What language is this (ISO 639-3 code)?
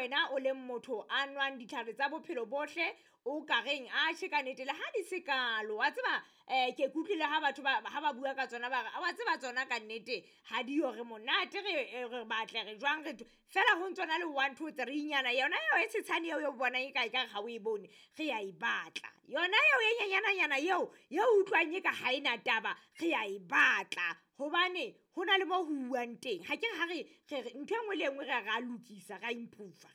sot